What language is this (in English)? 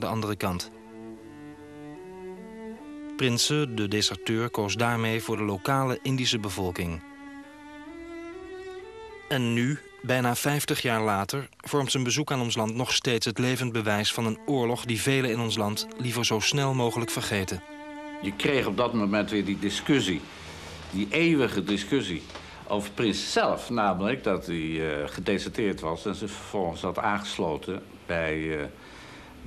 Dutch